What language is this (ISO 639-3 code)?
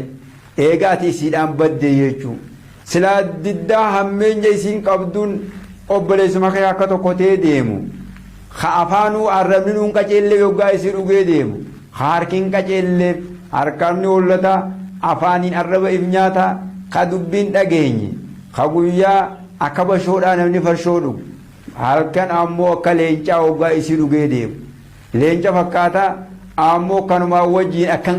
orm